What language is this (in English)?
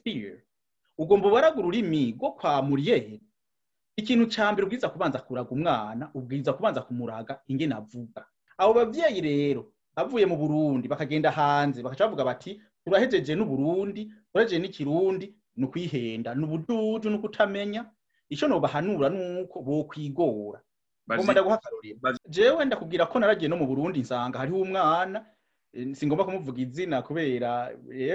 Rundi